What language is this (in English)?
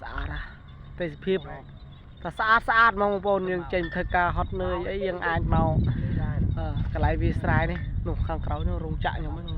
Khmer